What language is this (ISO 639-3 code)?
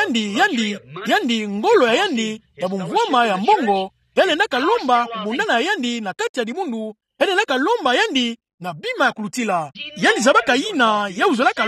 ktu